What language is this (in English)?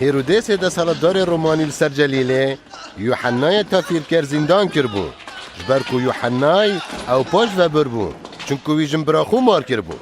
Kurdish